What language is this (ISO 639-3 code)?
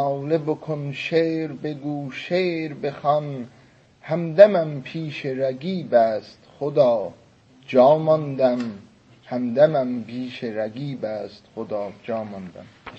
azb